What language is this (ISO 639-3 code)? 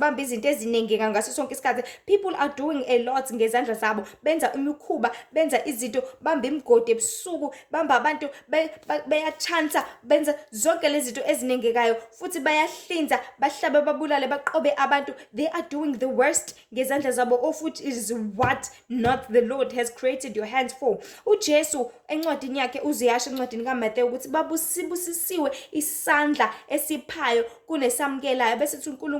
zul